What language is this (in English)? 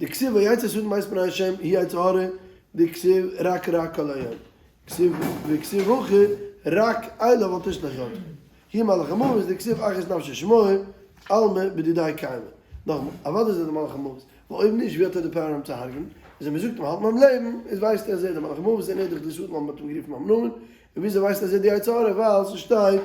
Yiddish